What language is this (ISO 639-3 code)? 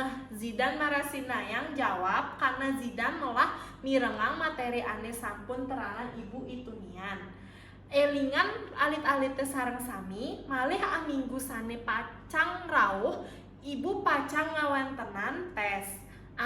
ban